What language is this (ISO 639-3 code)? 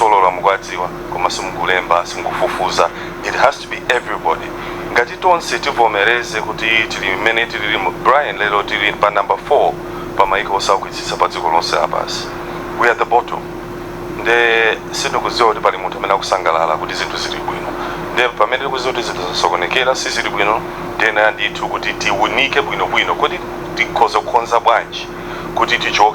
nya